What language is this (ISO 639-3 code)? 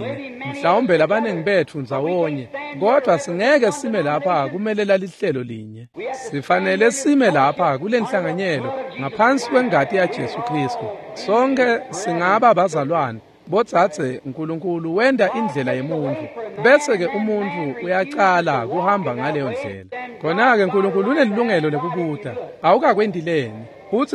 ssw